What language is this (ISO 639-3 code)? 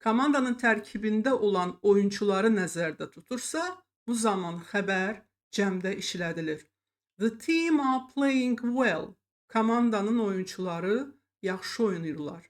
aze